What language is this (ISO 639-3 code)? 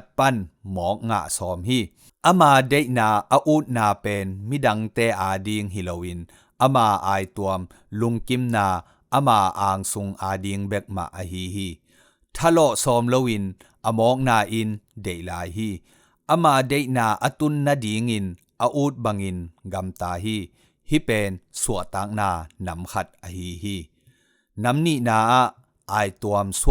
ctd